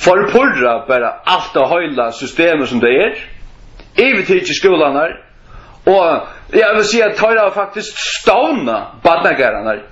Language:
Faroese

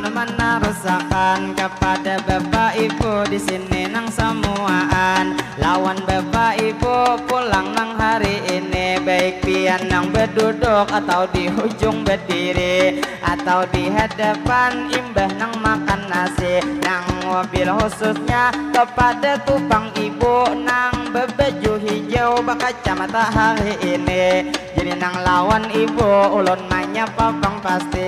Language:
Banjar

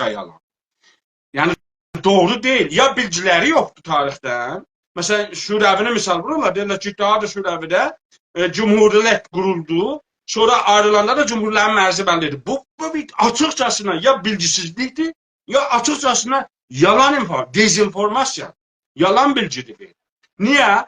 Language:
South Azerbaijani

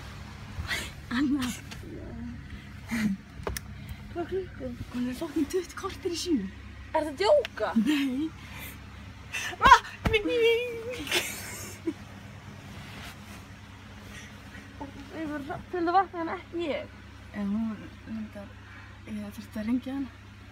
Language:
Icelandic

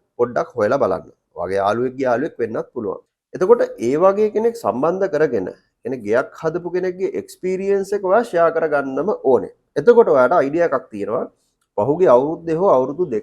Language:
Sinhala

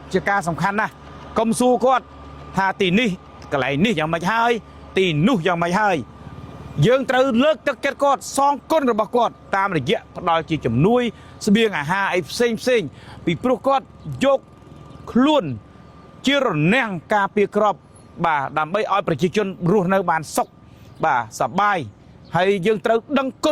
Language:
Khmer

